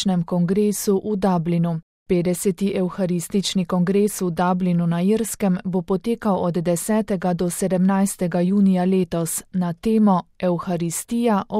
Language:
Slovenian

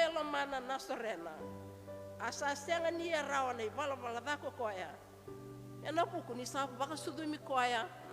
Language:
Fijian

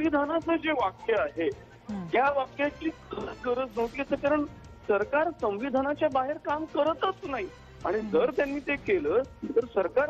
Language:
Marathi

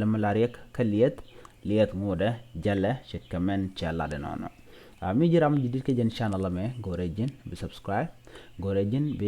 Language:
Nuer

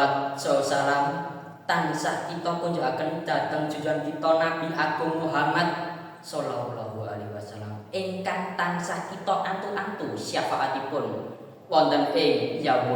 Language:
Javanese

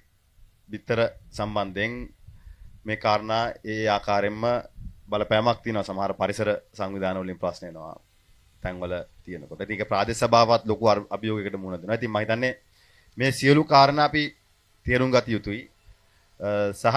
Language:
Sinhala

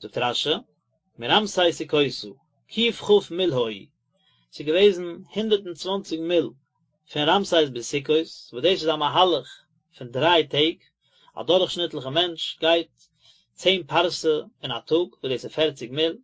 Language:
Yiddish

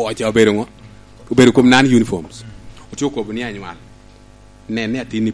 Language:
Lango (Uganda)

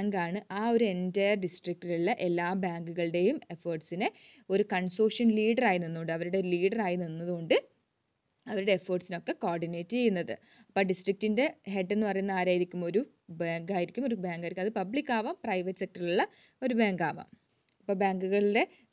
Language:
Malayalam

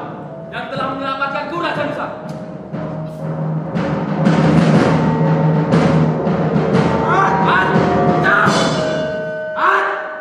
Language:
Indonesian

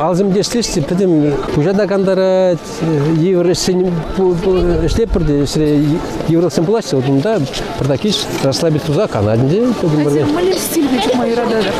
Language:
Chuvash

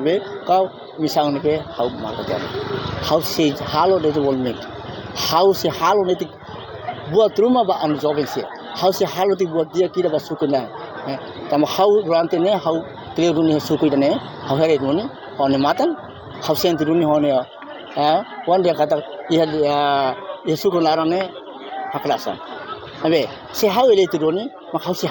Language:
Tetum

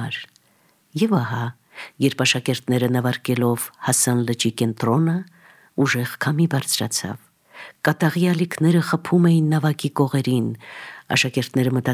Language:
Armenian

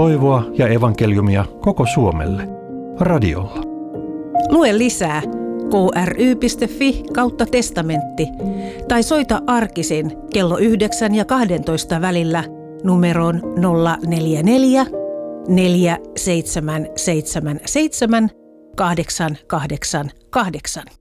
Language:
Finnish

